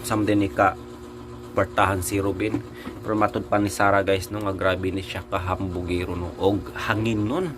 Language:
Cebuano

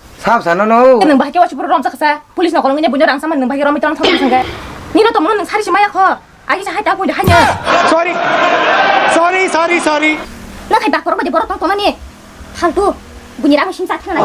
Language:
Kok Borok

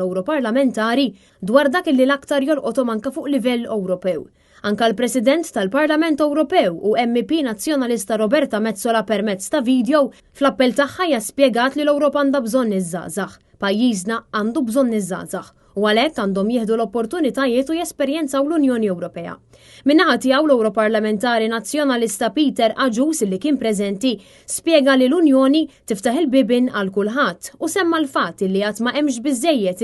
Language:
Maltese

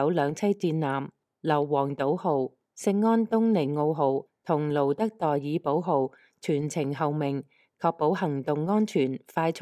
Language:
Cantonese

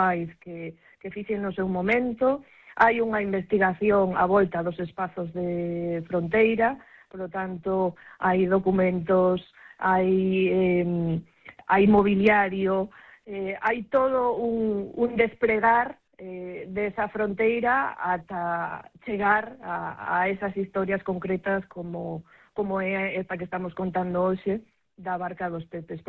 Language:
Galician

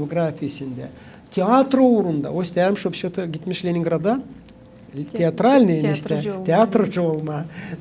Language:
Gagauz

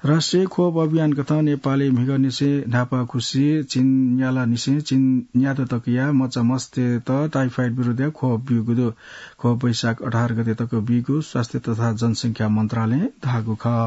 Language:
Newari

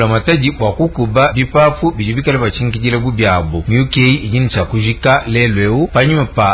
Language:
Luba-Lulua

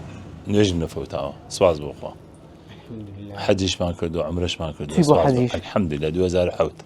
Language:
Central Kurdish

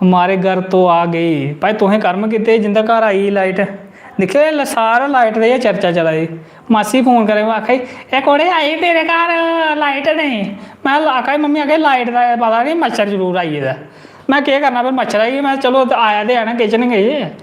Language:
Dogri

